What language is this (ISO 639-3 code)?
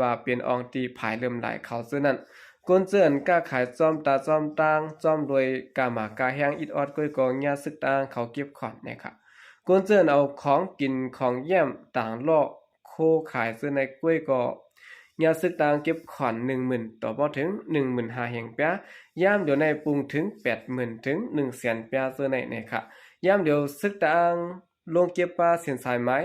shn